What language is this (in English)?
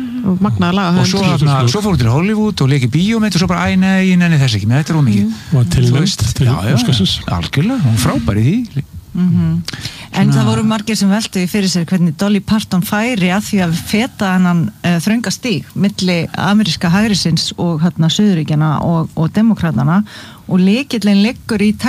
Icelandic